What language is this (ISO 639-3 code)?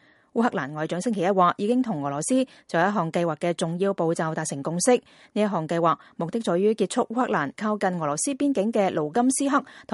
yue